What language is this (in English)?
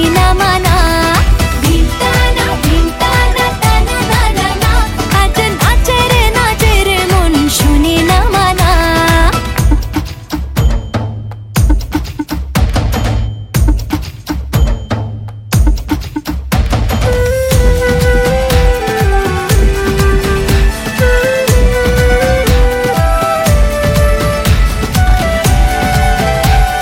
Bangla